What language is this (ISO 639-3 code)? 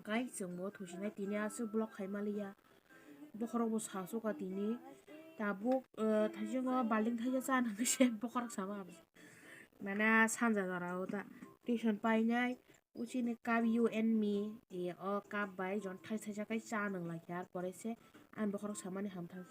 trp